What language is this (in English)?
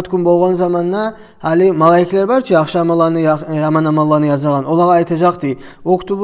Kumyk